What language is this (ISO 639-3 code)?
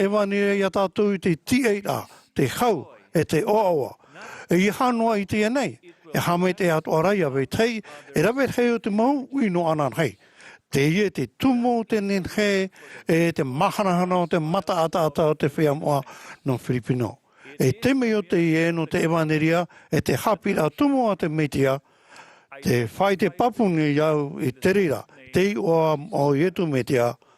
tah